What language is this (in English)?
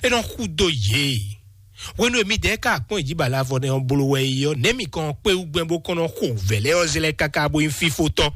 Fon